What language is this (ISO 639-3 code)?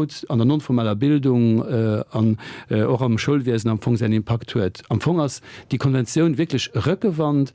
ltz